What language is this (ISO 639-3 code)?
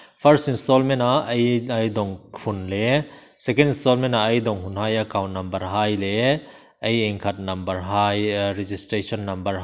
hmr